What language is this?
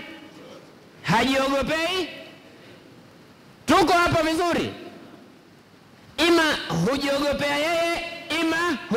Swahili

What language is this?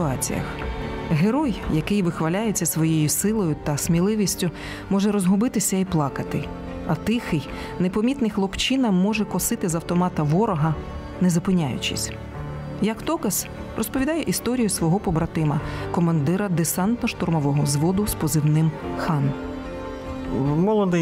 Ukrainian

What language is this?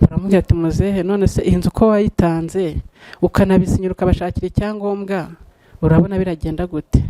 Kinyarwanda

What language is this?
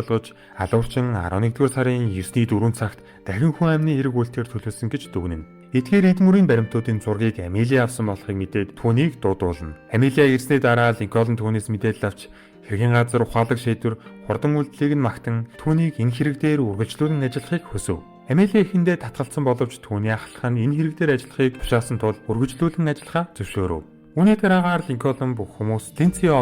Mongolian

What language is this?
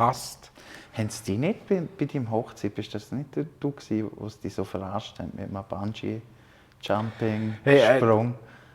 Swiss German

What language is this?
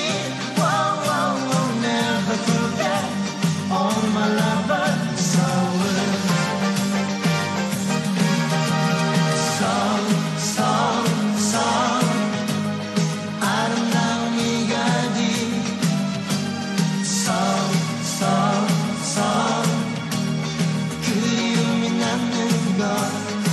Korean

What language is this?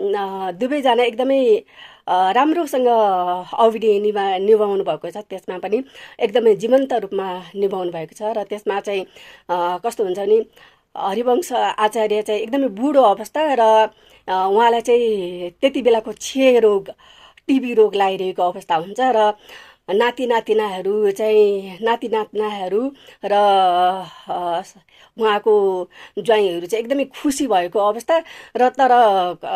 Nepali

